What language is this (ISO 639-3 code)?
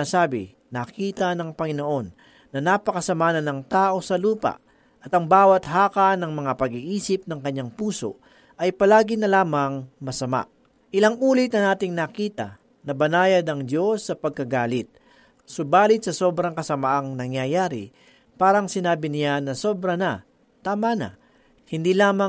fil